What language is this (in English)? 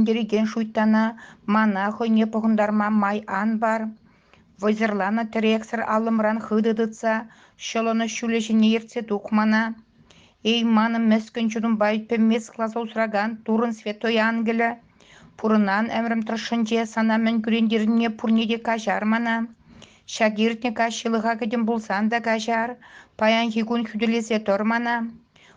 Chuvash